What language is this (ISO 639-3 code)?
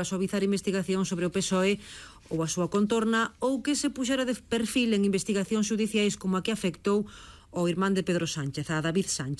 glg